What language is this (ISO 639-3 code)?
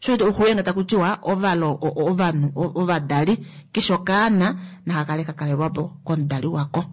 kua